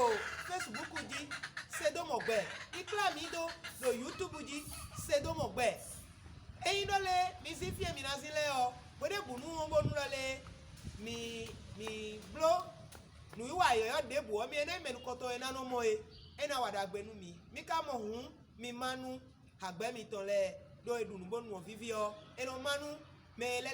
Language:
Fon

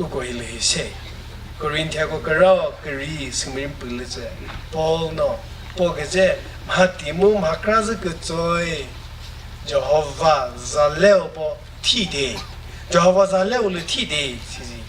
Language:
Chokri Naga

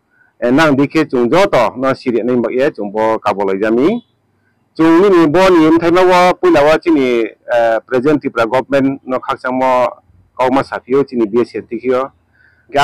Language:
Riang (India)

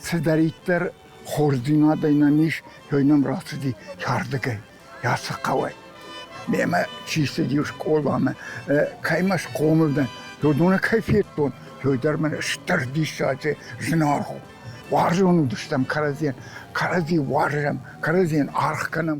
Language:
Ossetic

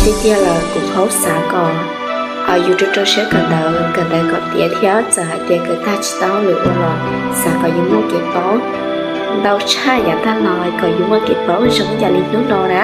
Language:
Hmong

